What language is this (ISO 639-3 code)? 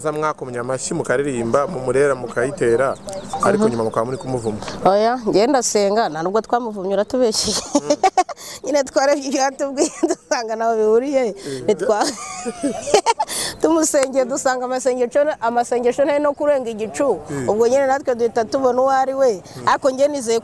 kin